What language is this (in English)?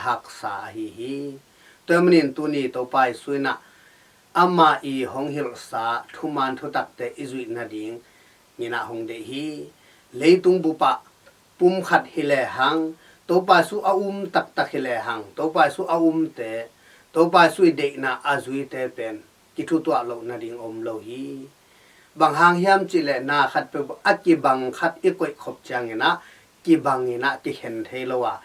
Tedim Chin